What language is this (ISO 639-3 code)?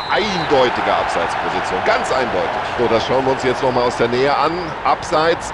bar